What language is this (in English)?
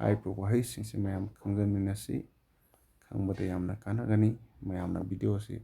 Manipuri